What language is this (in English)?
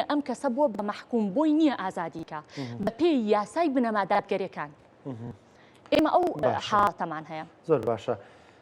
Central Kurdish